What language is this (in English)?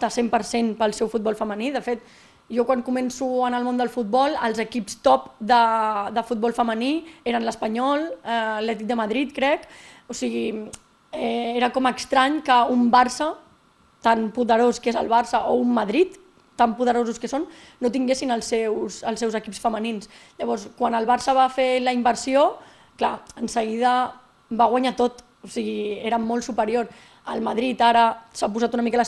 Catalan